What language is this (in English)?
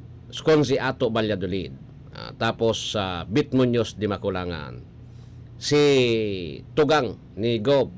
Bikol